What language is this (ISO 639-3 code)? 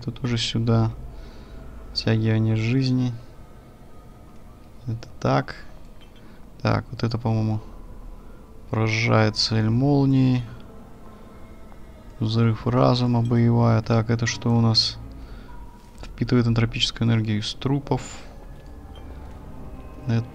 rus